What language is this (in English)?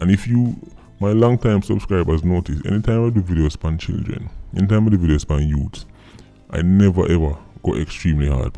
Jamaican Creole English